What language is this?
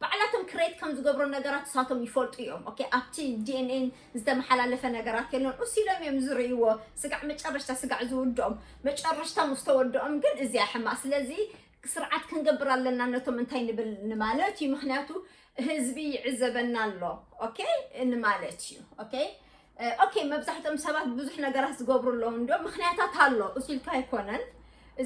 Tigrinya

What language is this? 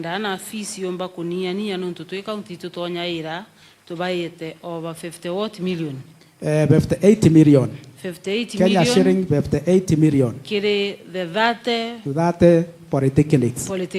Meru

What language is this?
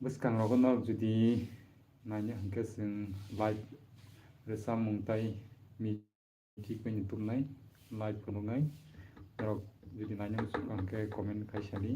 Kok Borok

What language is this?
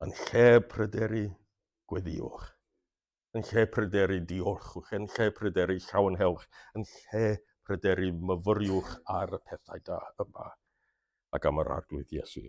Welsh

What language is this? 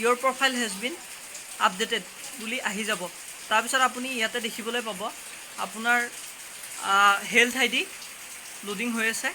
Assamese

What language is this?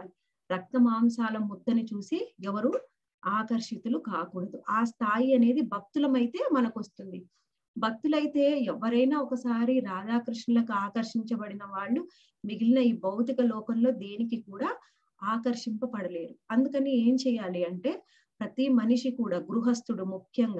Telugu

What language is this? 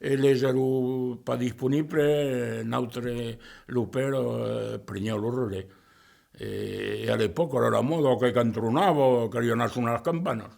Occitan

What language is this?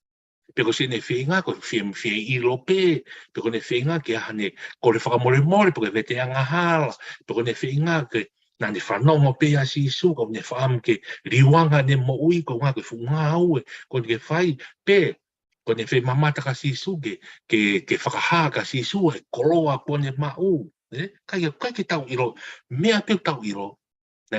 Tongan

